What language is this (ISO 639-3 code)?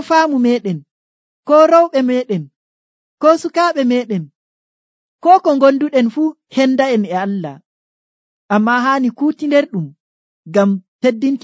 fuv